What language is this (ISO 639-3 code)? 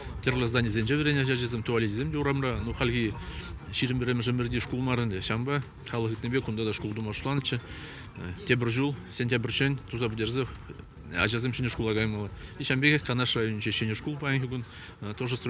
chv